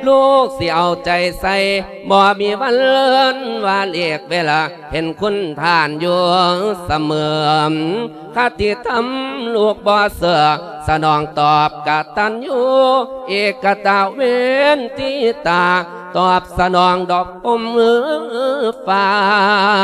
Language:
Lao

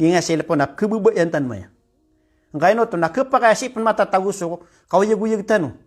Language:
Maranao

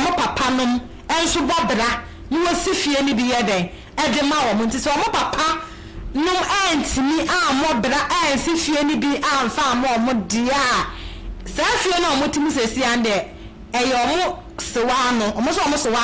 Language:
Akan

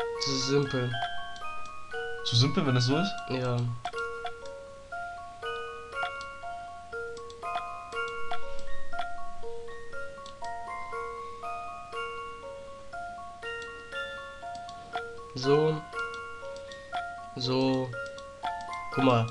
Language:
German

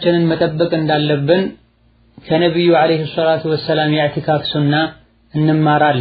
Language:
Amharic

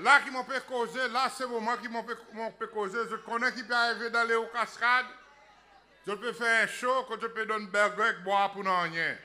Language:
Seselwa Creole French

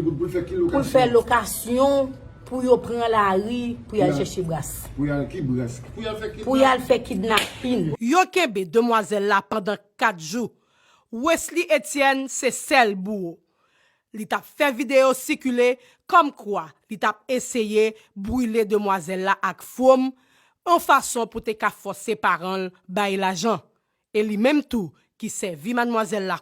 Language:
Haitian Creole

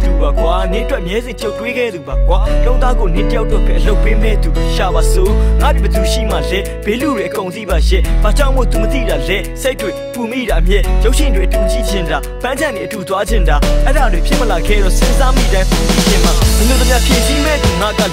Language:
Burmese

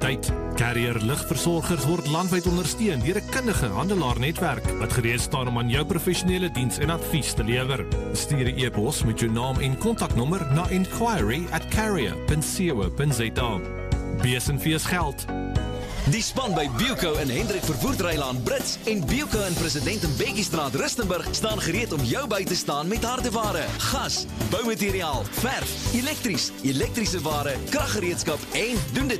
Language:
Afrikaans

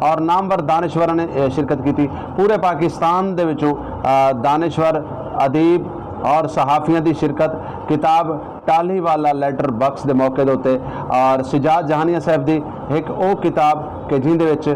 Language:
Saraiki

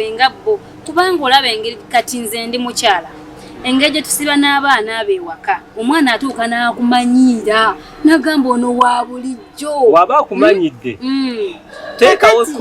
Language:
Ganda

